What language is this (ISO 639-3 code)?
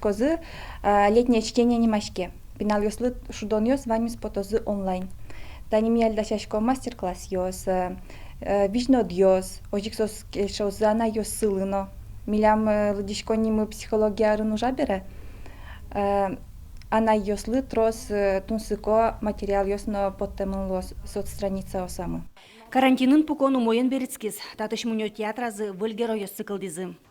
udm